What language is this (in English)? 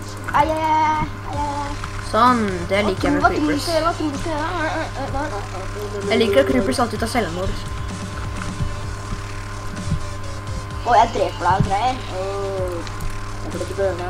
Norwegian